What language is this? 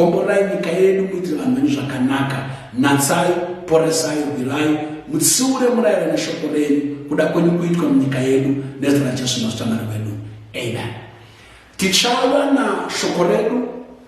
Shona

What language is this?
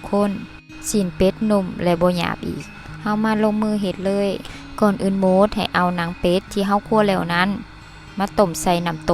Lao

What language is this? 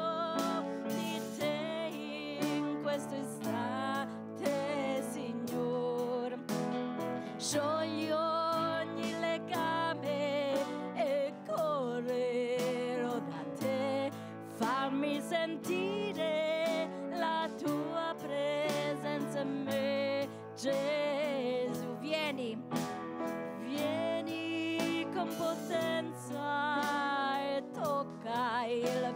Italian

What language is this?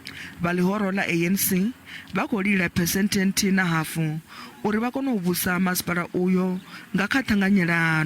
Venda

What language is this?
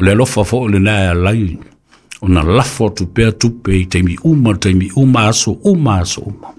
Samoan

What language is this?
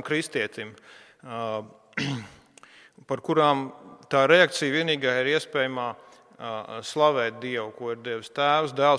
Latvian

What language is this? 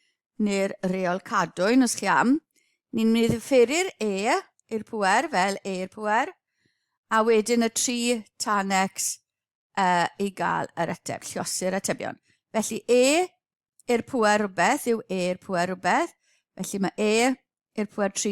Welsh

